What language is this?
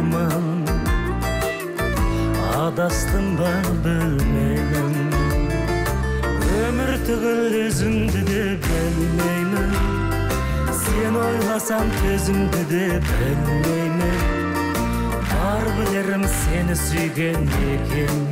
Kazakh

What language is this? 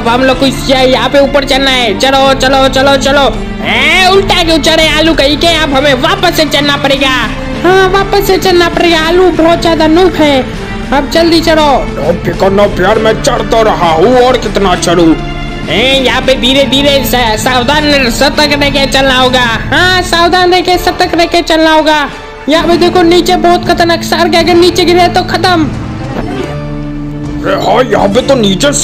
Hindi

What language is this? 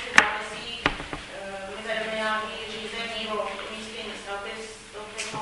Czech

